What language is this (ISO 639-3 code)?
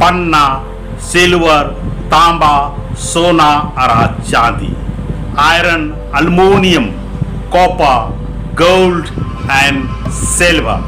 kru